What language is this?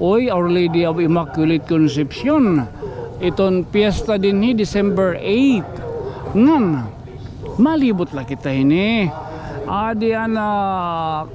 Waray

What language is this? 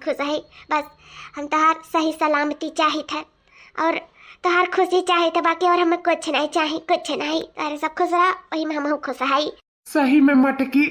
Awadhi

